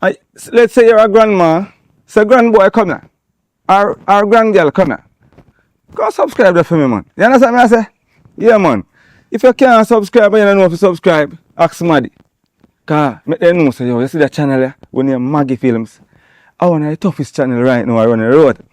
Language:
Jamaican Creole English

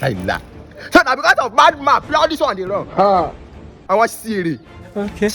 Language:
Nigerian Pidgin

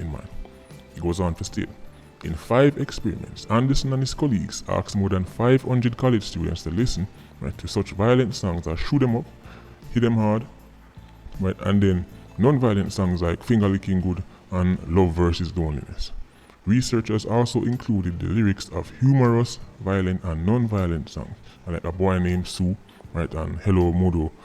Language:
Jamaican Creole English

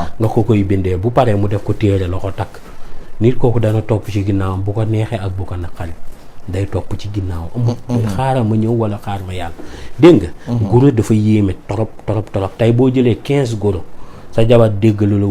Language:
Wolof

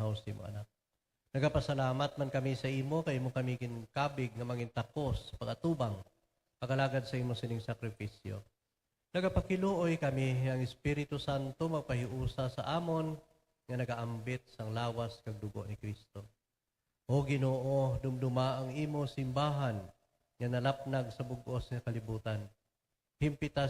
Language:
Hiligaynon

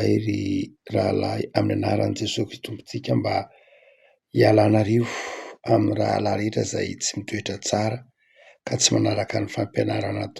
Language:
Malagasy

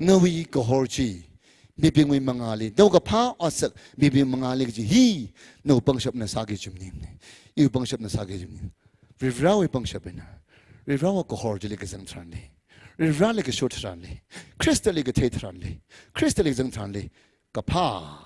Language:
Tangkhul Naga (India)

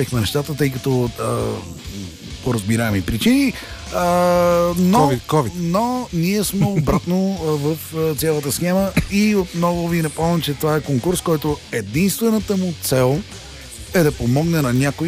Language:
Bulgarian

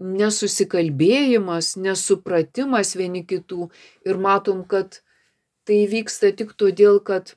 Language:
Lithuanian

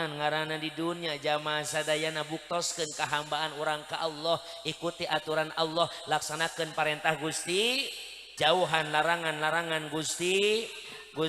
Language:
Sundanese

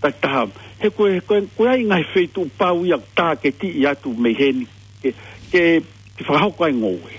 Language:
Tongan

